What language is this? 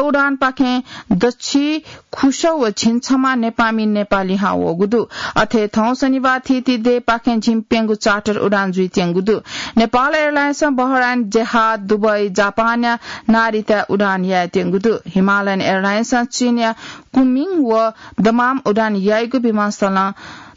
Newari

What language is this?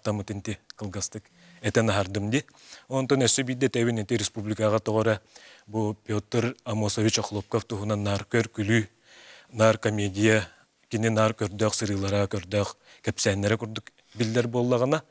Yakut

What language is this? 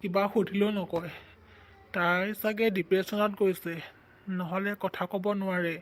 Assamese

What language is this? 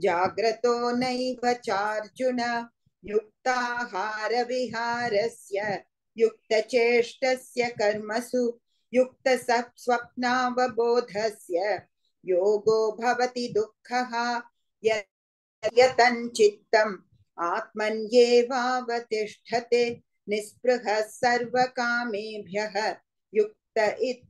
Sanskrit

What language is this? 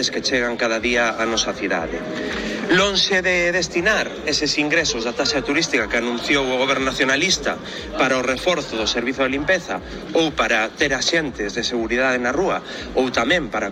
Galician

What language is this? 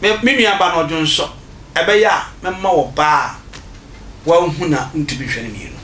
Akan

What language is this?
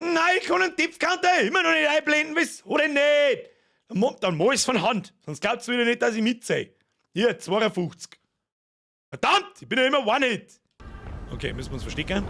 Bavarian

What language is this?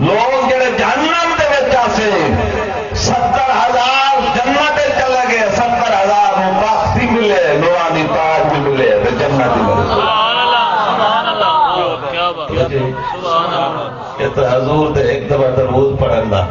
Saraiki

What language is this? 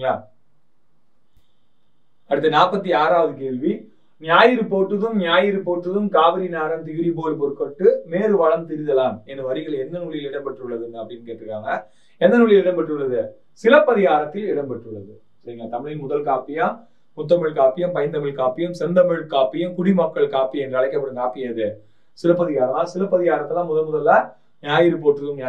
Tamil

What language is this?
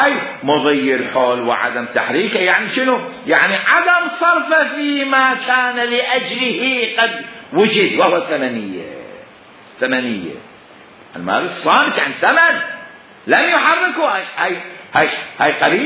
Mesopotamian Arabic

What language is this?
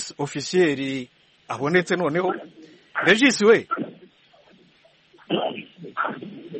Kinyarwanda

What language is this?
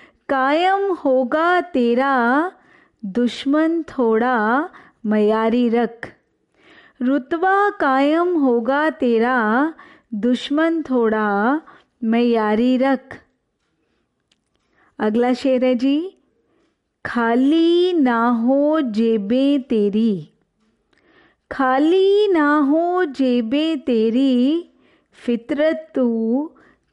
Hindi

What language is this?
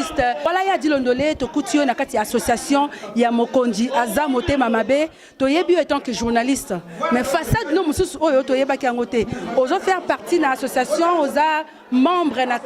Lingala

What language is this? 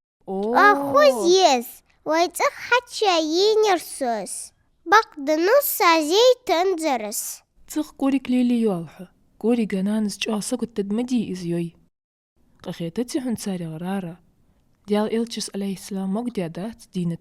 Ingush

